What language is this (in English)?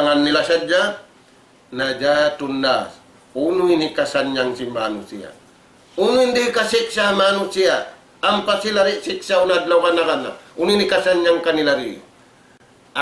Tausug